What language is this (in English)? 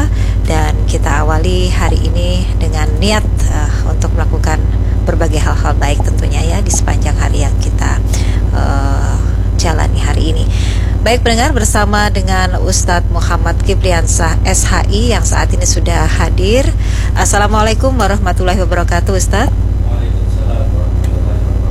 Indonesian